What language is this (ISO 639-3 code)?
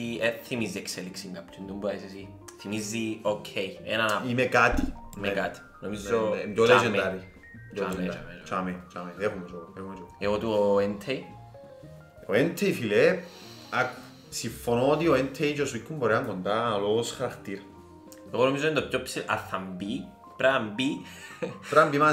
ell